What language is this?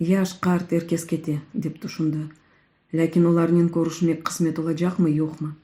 Crimean Tatar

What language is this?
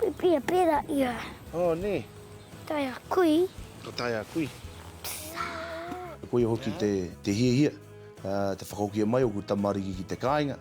Māori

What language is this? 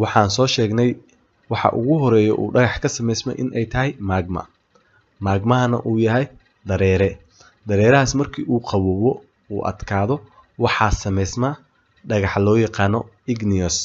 Somali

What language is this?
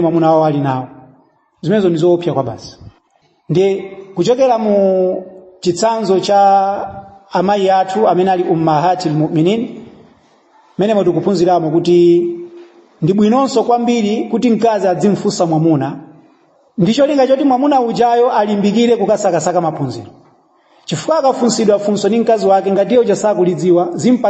Nyanja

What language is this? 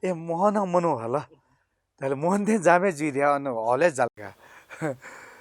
Newari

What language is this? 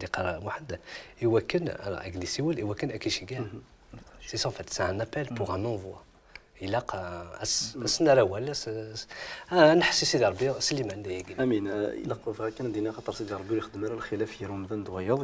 Kabyle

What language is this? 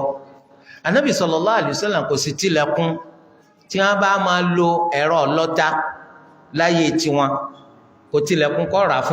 Yoruba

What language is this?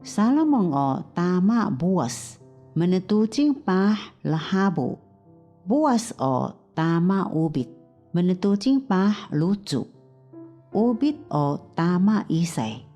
Taroko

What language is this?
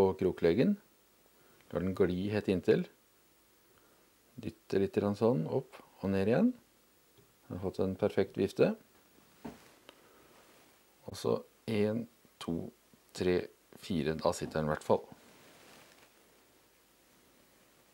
Norwegian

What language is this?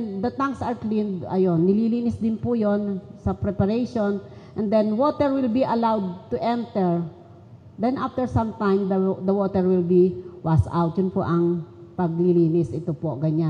Filipino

